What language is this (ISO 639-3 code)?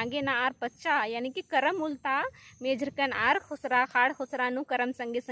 kru